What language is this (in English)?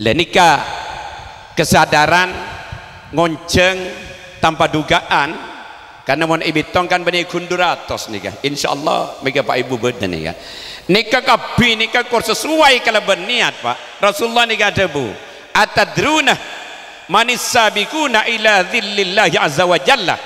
Madurese